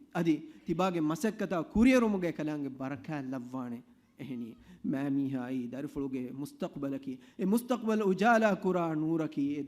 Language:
Divehi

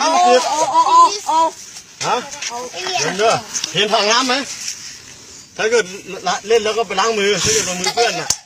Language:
Lao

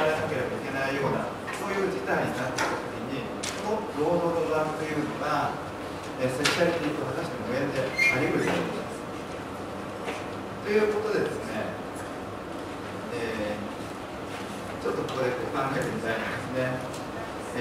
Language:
Japanese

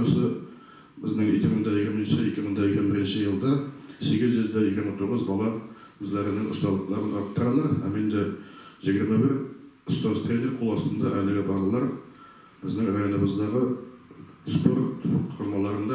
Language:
Tatar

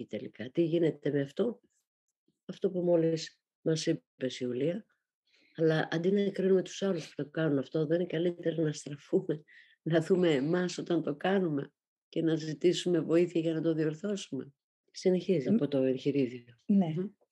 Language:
Greek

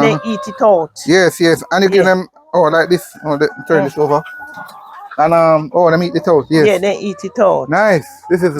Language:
Jamaican Creole English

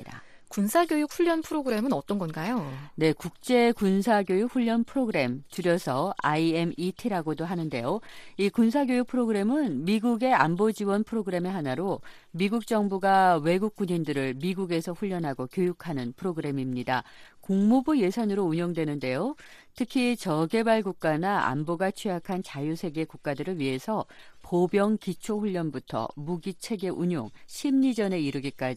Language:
Korean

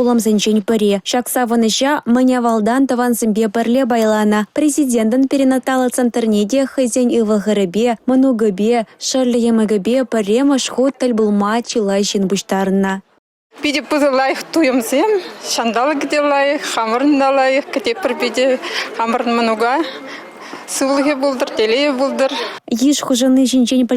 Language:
Chuvash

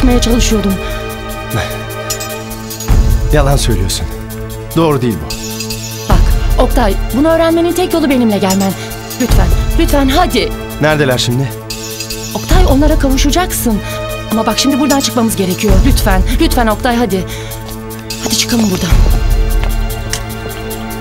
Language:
Turkish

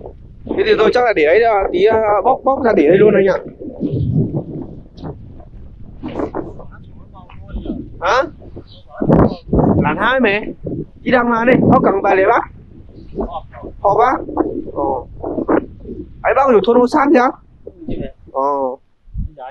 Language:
Vietnamese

